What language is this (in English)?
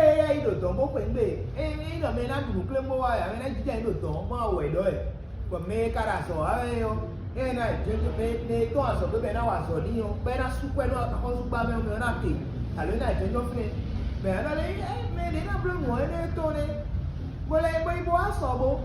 Fon